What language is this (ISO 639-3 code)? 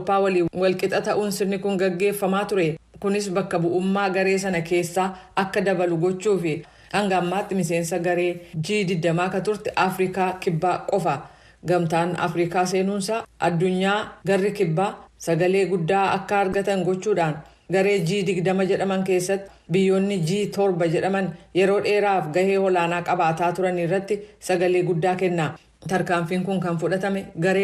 orm